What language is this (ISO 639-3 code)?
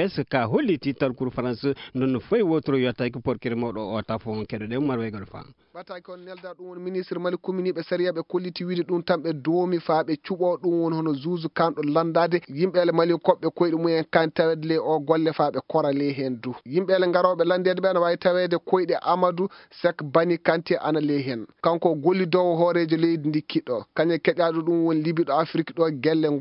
ful